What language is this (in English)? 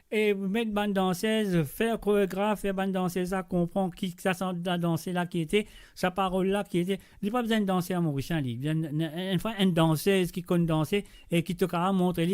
Morisyen